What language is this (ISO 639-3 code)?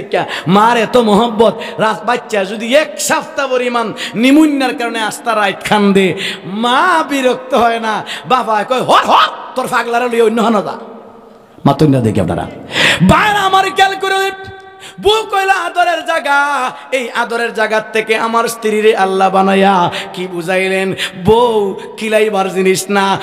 syl